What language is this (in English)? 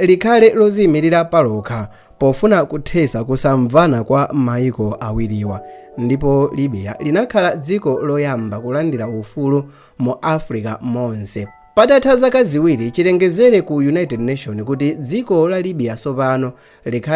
Nyanja